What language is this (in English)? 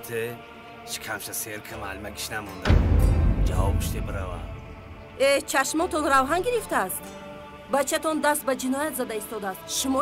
Tajik